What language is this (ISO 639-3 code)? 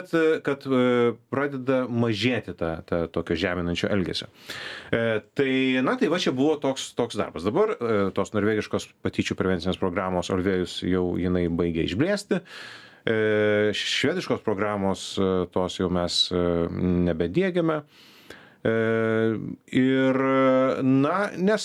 lit